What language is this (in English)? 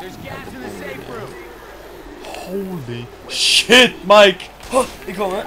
Faroese